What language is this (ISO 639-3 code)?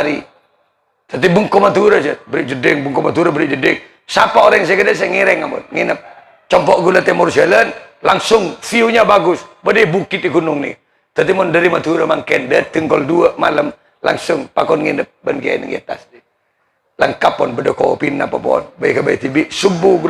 mad